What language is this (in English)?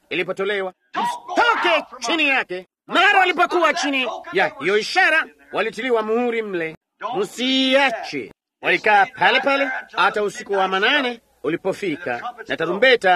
Swahili